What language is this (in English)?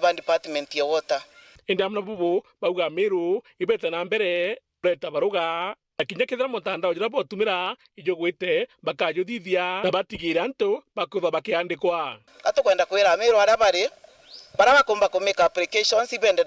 Meru